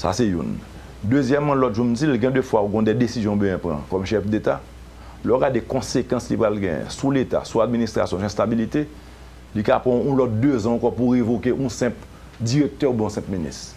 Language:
Haitian Creole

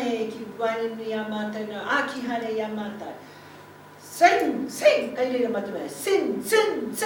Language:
Māori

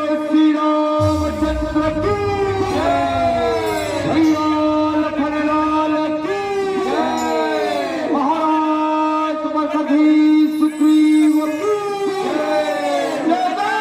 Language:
Chhattisgarhi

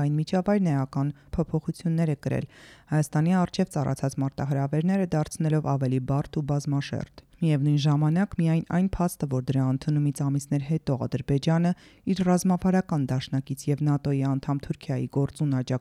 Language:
Armenian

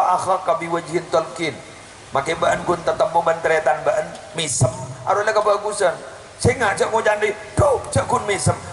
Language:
Madurese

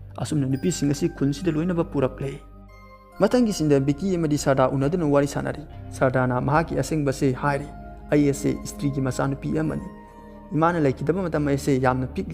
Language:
Manipuri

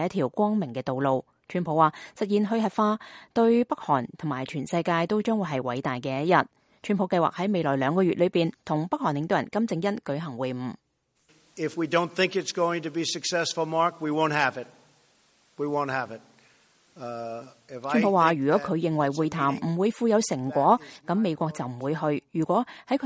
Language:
Cantonese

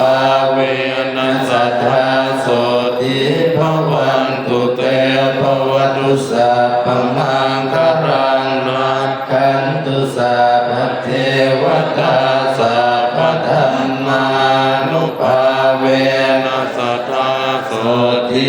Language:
Pali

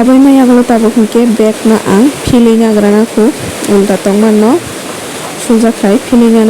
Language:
Kok Borok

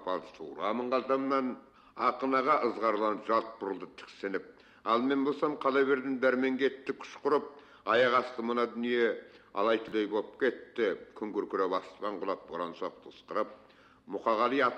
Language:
Kazakh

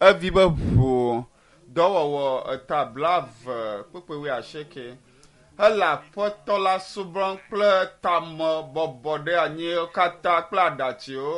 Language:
Ewe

